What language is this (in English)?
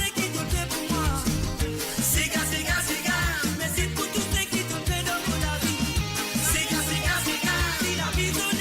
Morisyen